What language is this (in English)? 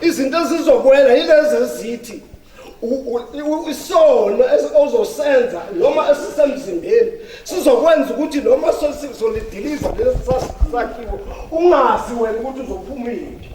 Zulu